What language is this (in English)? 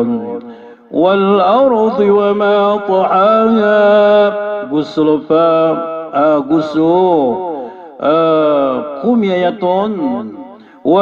Maranao